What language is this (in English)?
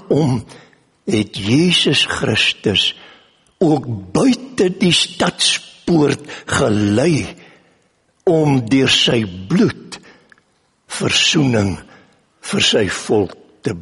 Afrikaans